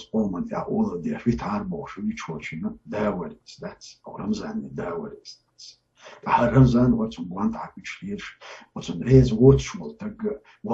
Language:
Chechen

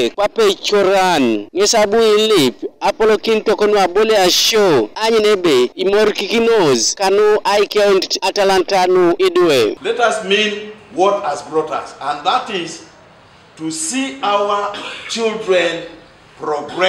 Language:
Teso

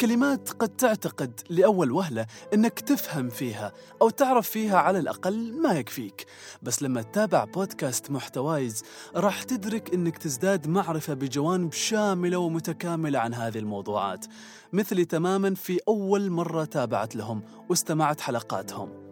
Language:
Gulf Arabic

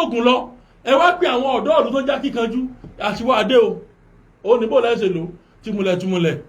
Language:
Yoruba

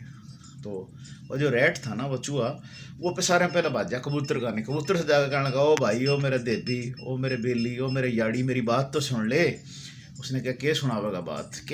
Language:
Haryanvi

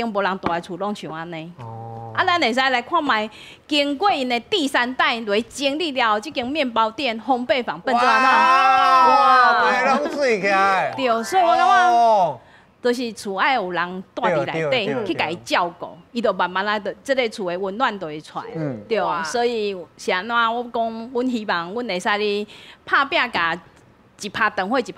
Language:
Min Nan Chinese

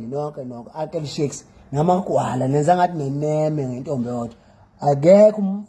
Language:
Zulu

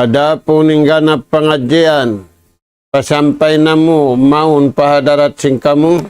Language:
Tausug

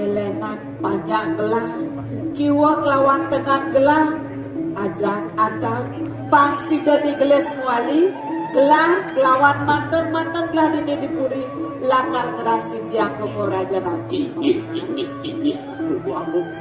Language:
Balinese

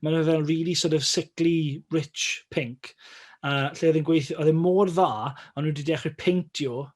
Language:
Welsh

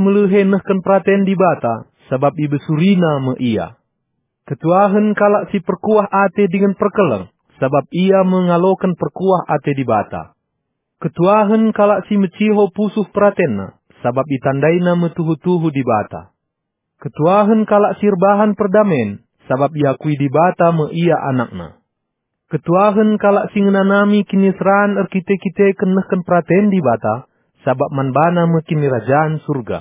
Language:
Batak Karo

